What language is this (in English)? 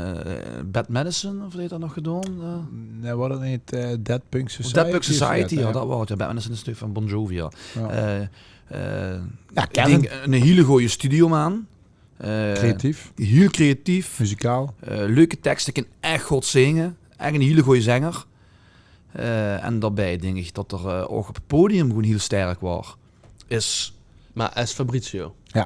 Limburgish